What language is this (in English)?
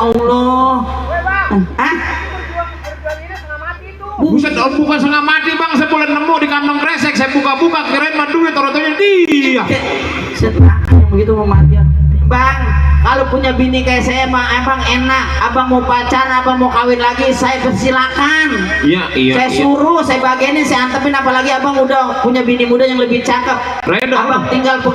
Betawi